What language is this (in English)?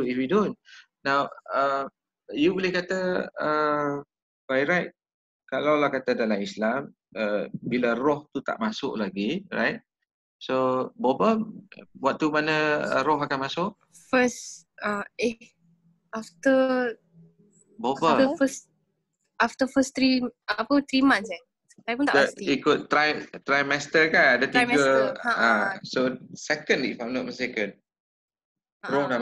Malay